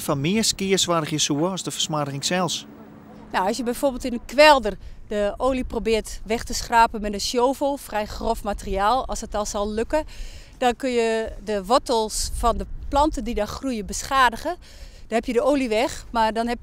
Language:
Western Frisian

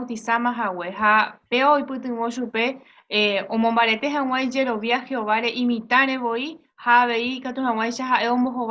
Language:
Guarani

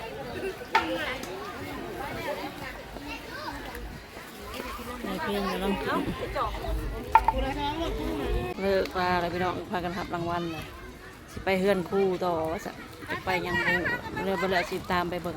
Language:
Lao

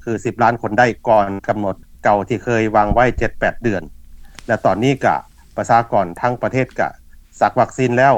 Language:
Lao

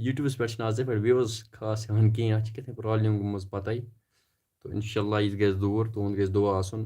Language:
Kashmiri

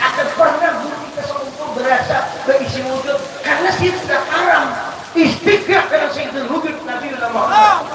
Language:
Banjar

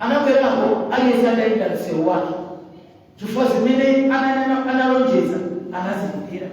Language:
Nyanja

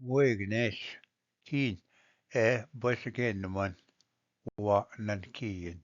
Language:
Ojibwa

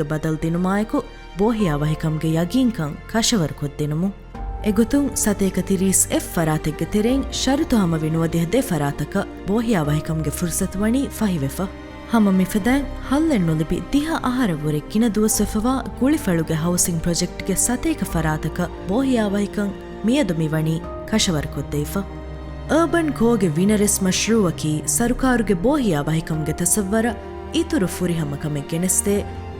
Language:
Divehi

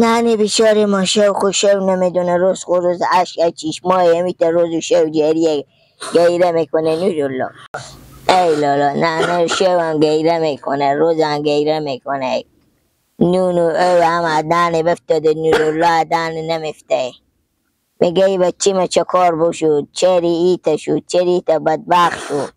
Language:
Hazaragi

